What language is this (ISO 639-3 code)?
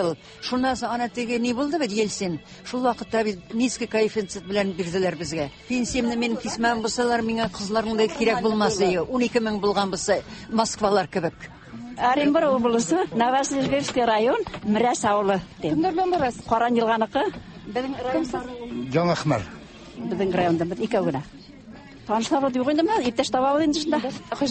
tat